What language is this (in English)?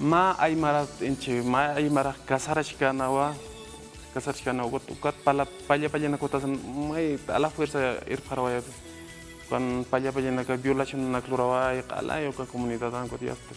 Aymara